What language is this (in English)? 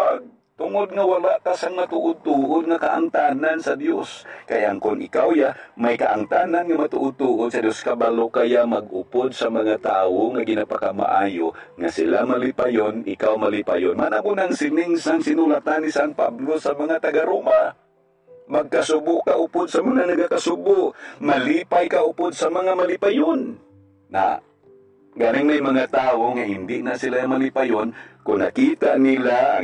Hiligaynon